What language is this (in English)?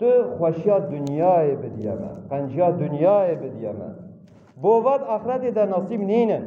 Kurdish